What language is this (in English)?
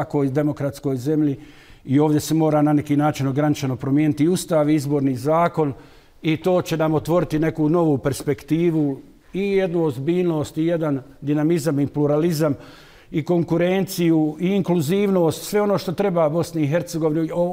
Bosnian